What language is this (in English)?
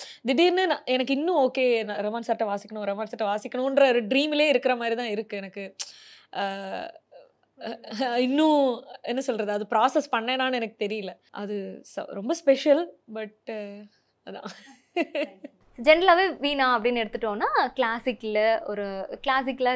Tamil